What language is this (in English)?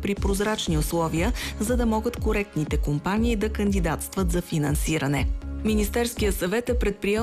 Bulgarian